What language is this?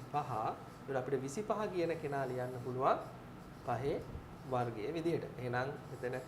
Sinhala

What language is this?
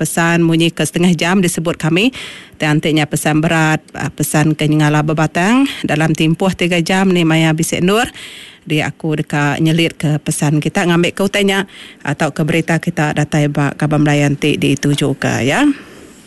Iban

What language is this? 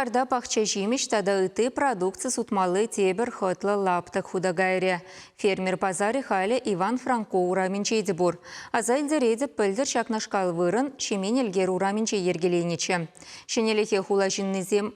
Chuvash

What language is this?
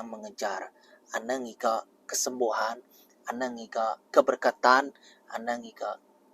Iban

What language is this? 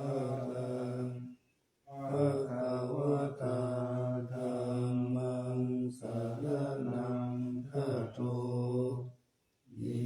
Pali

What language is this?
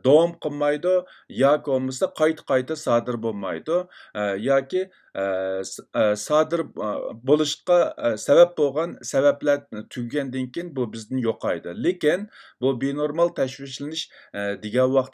Uyghur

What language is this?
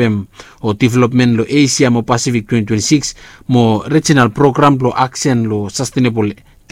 Bislama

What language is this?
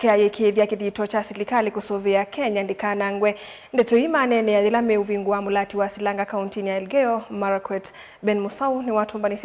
Kamba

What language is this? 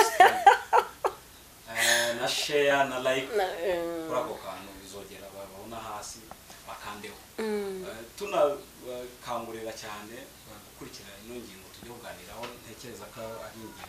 Kinyarwanda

